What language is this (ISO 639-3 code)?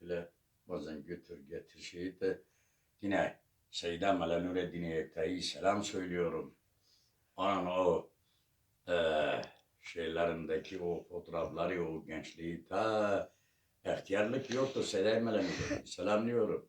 kur